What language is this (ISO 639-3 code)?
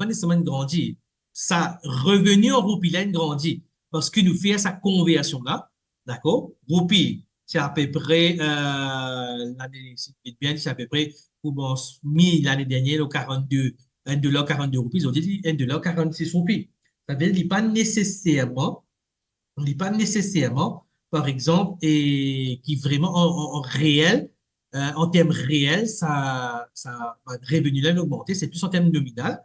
mfe